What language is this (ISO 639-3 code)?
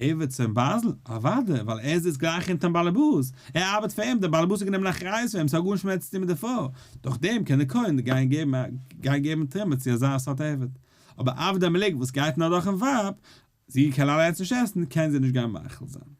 yid